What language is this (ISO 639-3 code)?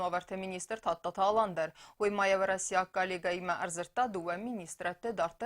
oss